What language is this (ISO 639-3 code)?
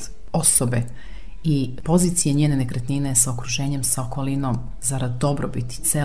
srp